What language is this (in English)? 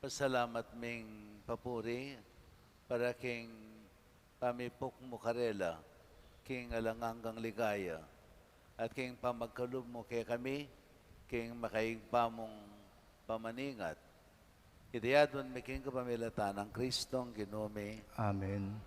Pampanga